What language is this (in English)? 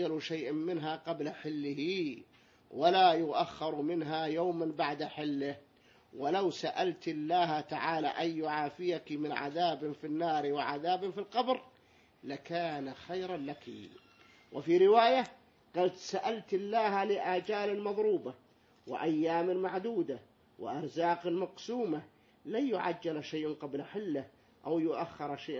Arabic